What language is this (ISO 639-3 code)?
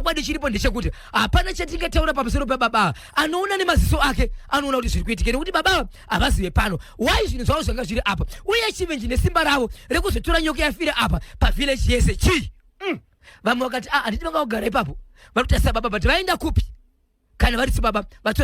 sna